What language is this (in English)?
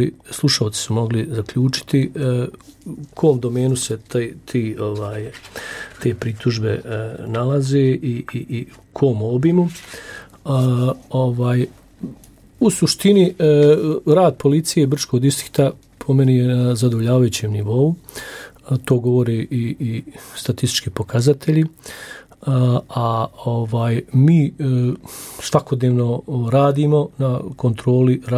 Bosnian